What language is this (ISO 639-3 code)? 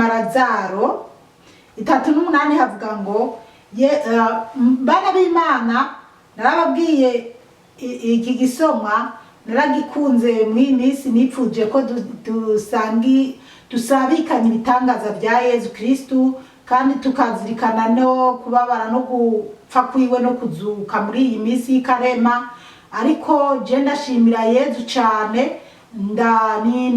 run